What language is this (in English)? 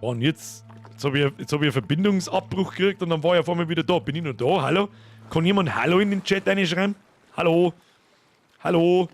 Bavarian